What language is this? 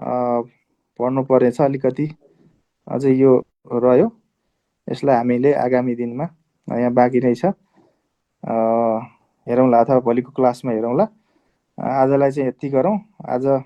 Nepali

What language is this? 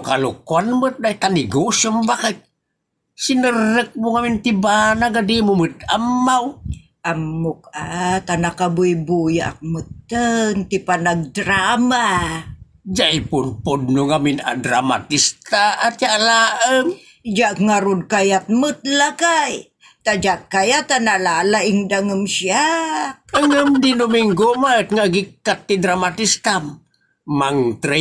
Iloko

